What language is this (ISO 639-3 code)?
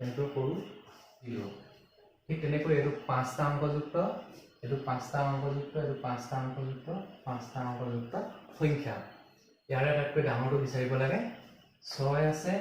asm